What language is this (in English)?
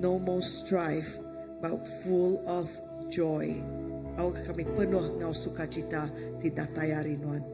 Iban